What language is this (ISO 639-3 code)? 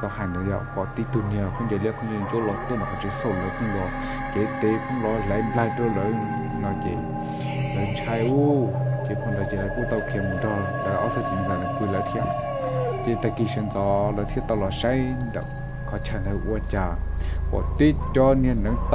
hmn